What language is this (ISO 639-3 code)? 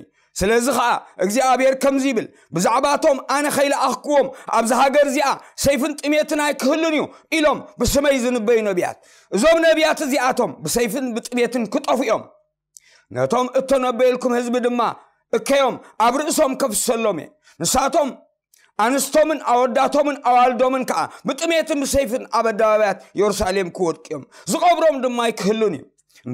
tir